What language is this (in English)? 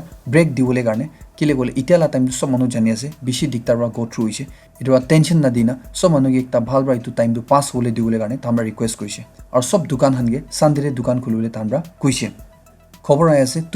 Naga Pidgin